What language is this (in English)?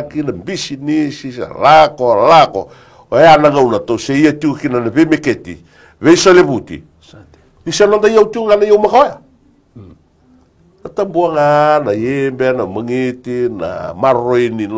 Fijian